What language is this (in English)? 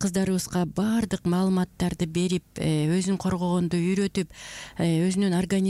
Kyrgyz